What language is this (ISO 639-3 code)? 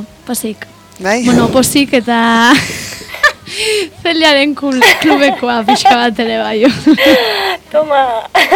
eus